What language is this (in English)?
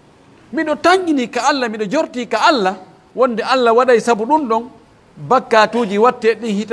Pular